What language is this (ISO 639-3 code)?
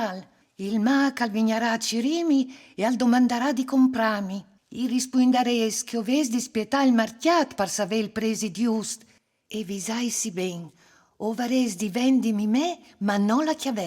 fur